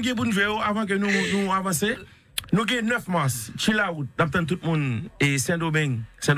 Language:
Haitian Creole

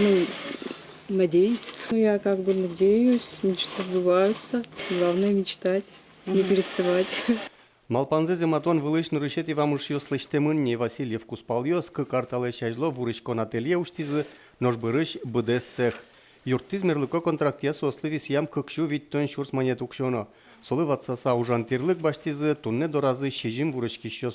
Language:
Udmurt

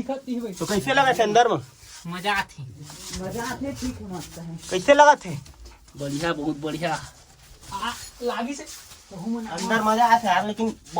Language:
Chhattisgarhi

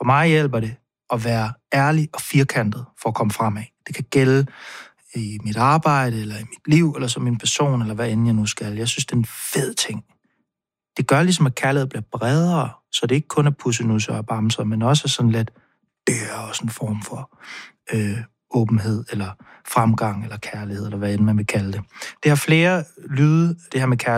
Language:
Danish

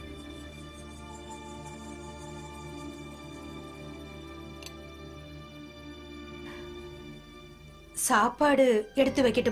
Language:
Tamil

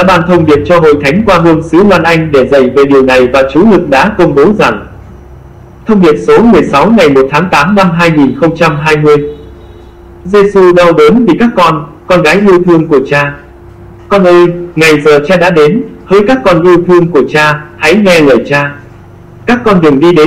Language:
Vietnamese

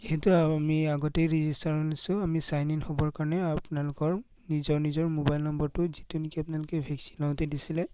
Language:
Assamese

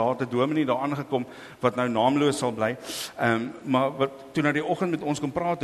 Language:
Afrikaans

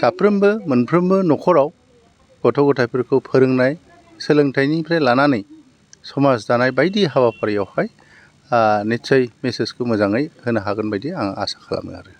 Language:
Bodo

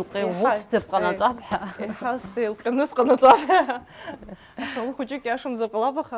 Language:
Abkhazian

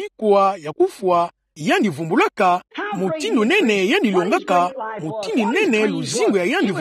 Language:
Kituba (Democratic Republic of Congo)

